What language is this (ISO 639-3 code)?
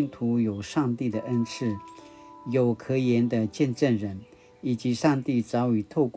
pwn